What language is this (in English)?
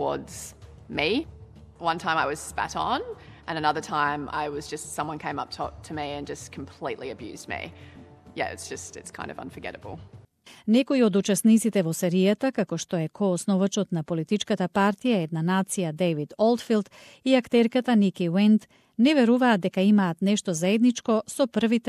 Macedonian